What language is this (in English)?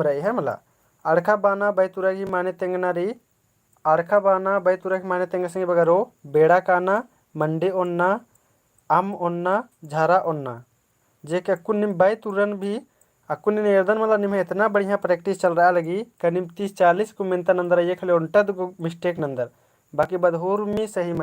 Kurukh